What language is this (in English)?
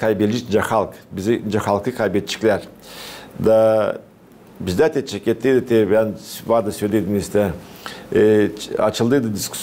Gagauz